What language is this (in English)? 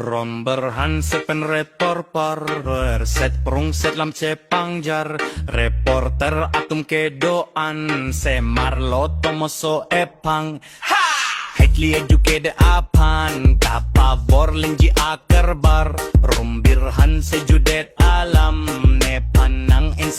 Karbi